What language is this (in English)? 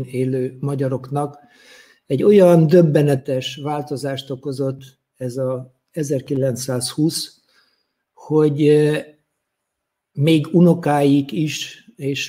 Hungarian